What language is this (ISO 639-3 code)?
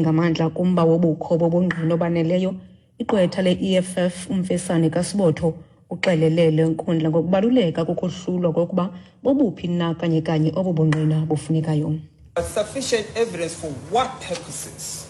xho